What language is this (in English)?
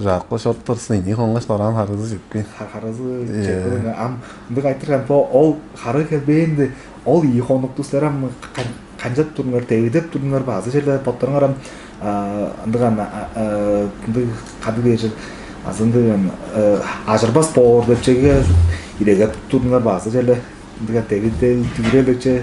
Tuvinian